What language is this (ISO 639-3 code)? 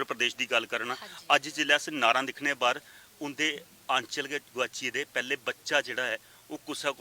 doi